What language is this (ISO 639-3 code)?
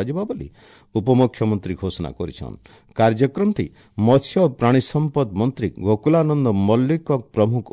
ori